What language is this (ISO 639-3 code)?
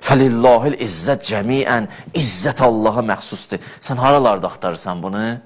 aze